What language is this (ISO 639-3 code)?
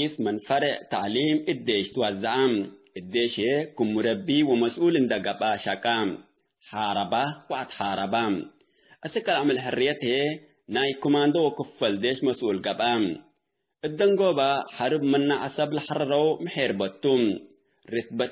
tig